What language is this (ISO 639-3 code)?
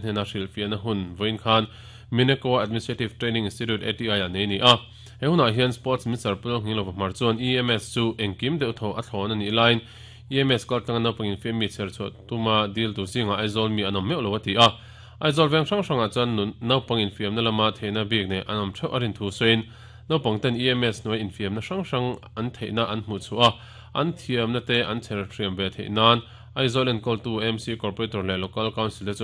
lus